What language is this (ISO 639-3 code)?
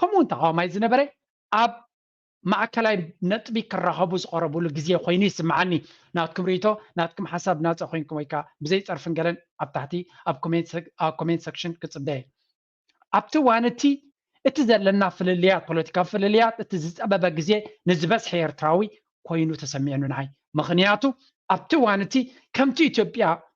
tir